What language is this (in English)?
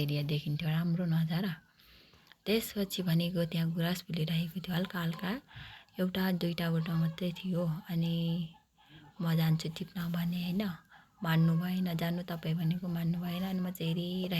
Nepali